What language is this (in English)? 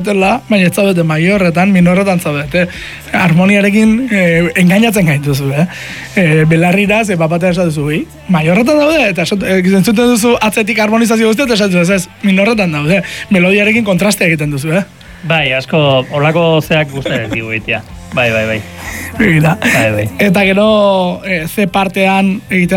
Basque